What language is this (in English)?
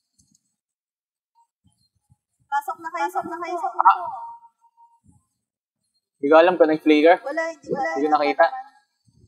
Filipino